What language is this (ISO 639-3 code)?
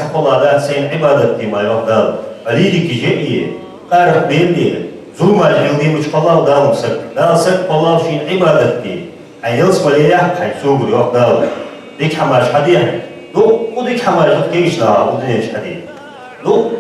inh